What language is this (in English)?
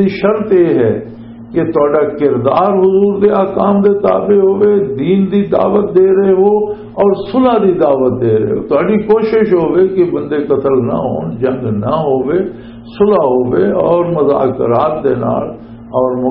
Western Panjabi